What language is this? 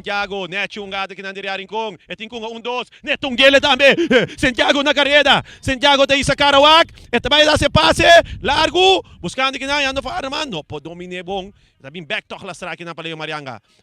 Papiamento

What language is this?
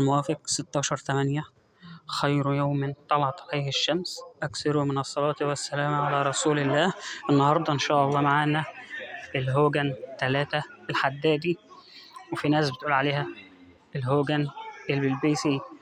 Egyptian Arabic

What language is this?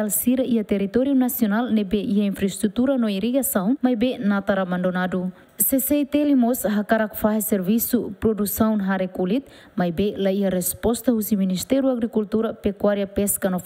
Tetum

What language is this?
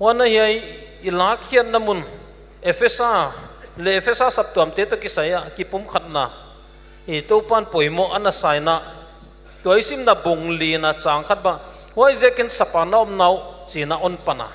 Paite Chin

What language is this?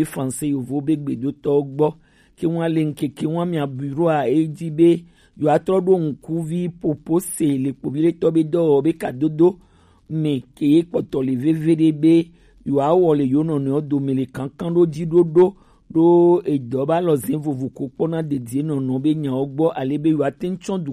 Gen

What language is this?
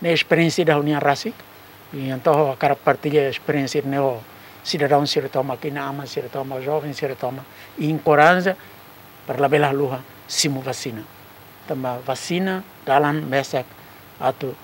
Tetum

